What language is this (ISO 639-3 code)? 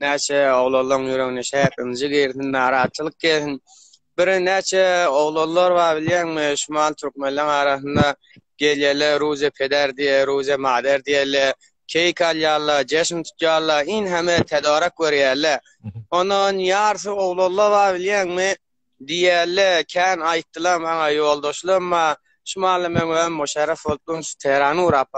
tuk